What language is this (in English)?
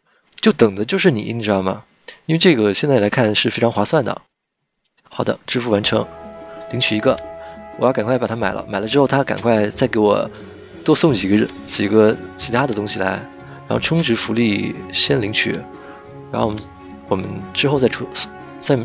Chinese